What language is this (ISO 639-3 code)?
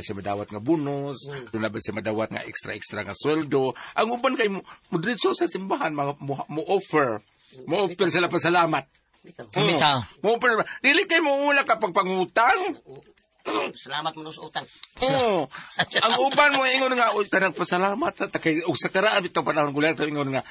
ceb